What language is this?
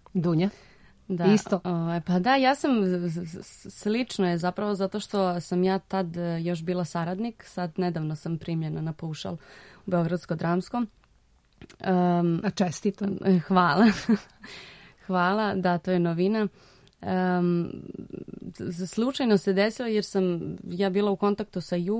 Serbian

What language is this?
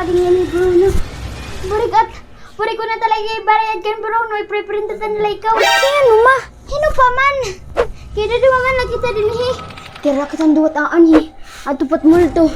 Waray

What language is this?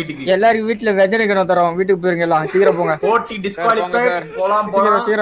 Tamil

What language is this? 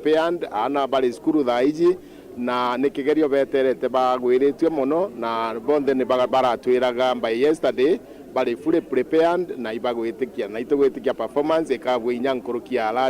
Meru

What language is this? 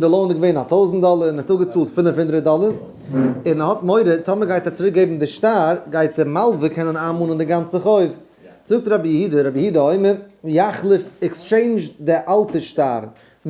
Yiddish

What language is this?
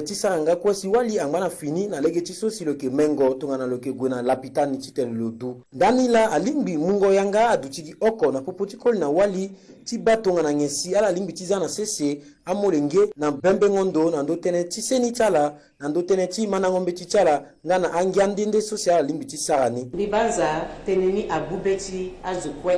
Sango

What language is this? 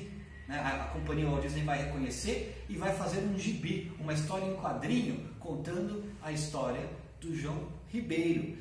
Portuguese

